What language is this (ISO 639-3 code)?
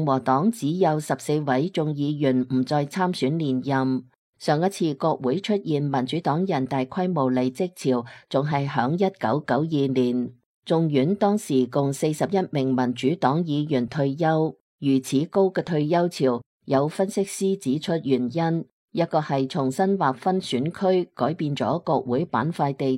yue